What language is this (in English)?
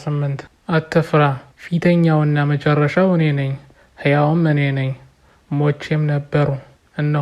Amharic